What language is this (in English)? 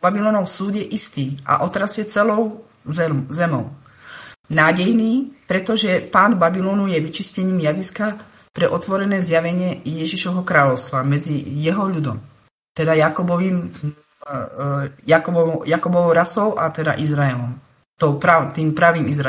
Slovak